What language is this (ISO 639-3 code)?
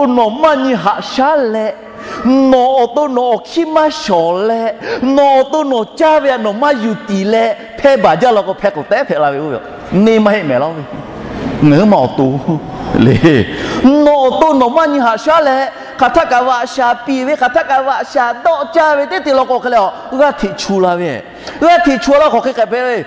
lhu